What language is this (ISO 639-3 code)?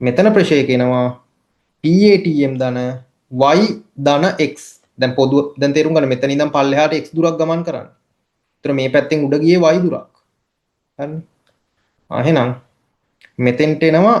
sin